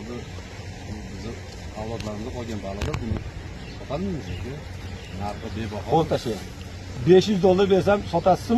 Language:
Uzbek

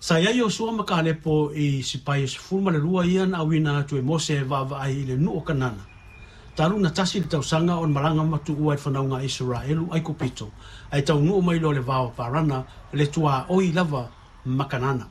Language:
Samoan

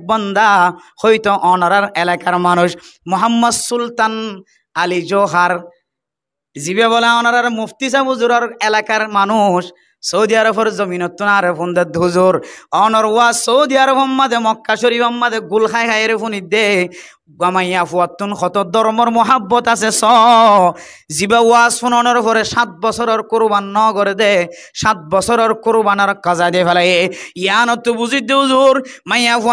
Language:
Rohingya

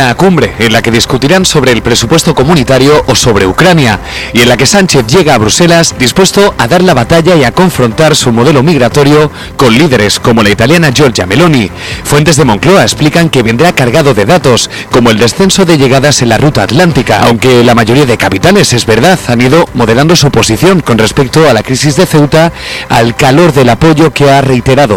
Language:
Spanish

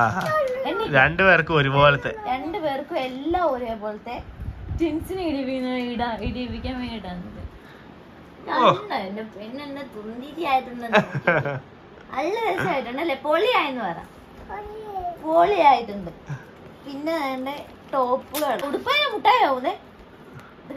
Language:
Malayalam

